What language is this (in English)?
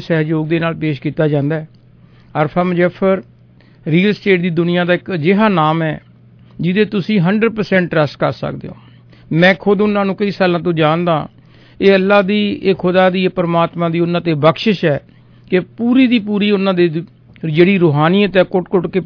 Punjabi